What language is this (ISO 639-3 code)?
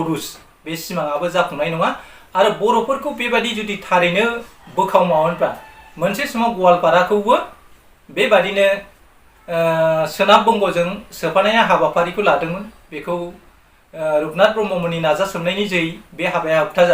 brx